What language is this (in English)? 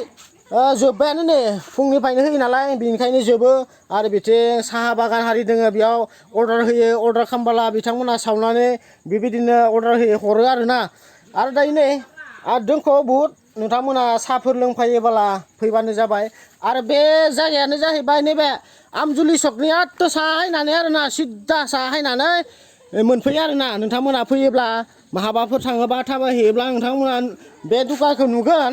Bodo